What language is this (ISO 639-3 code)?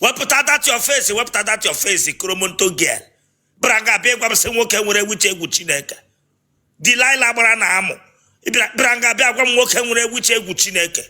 ibo